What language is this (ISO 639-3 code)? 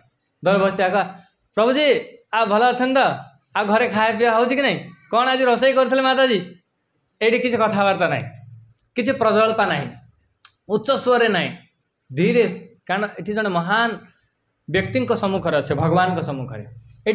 ori